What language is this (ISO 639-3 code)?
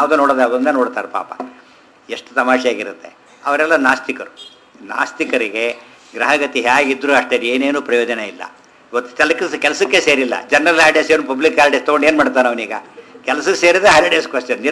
kan